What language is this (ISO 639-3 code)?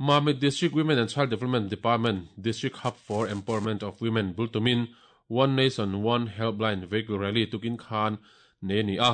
lus